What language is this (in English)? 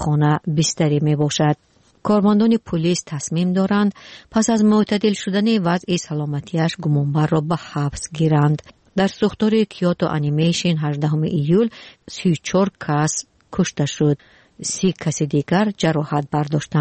Tajik